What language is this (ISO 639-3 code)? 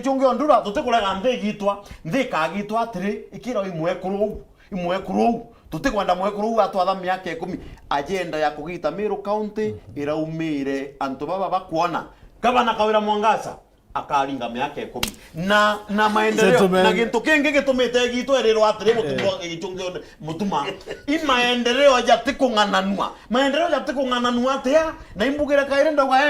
mer